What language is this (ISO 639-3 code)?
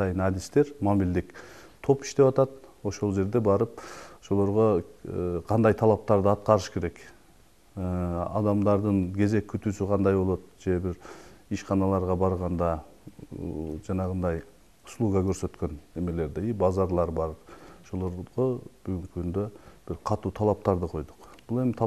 kir